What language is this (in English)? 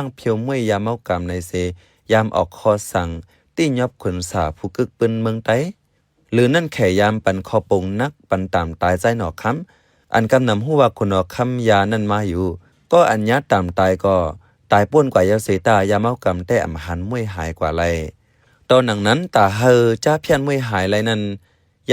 Shan